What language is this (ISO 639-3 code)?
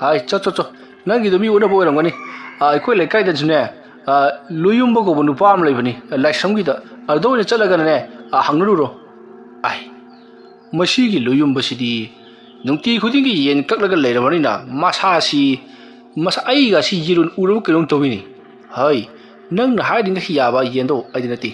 mni